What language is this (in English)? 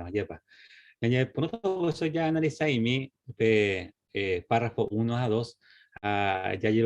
Guarani